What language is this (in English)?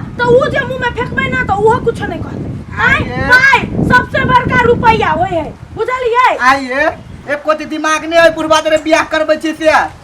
Maithili